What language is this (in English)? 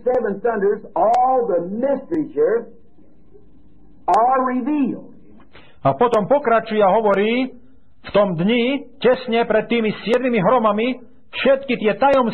Slovak